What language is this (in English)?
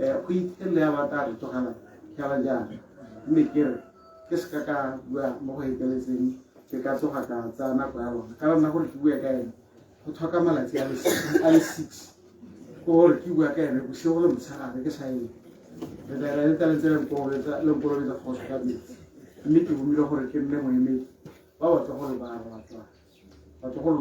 Tswana